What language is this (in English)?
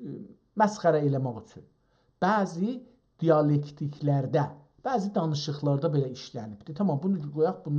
South Azerbaijani